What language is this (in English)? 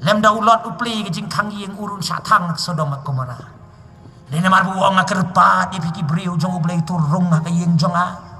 Khasi